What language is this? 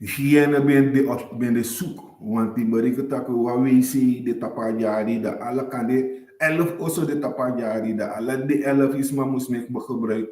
Sranan Tongo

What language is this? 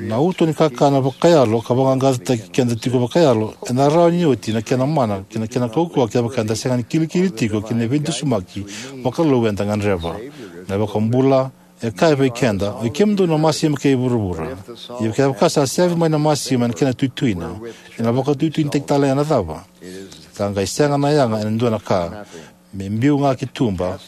Fijian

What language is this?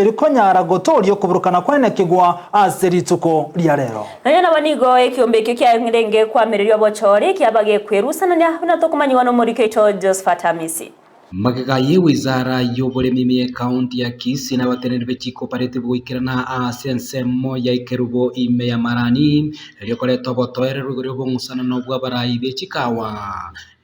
Gusii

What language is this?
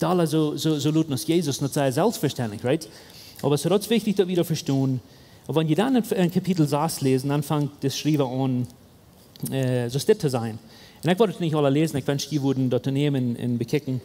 Plautdietsch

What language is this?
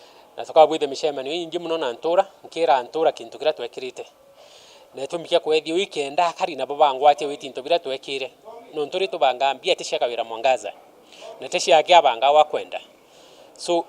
Meru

